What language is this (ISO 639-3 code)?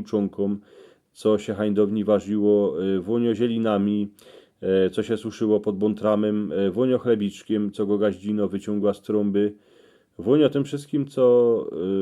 szl